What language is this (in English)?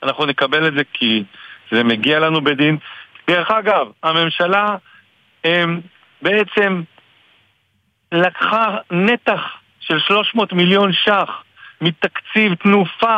Hebrew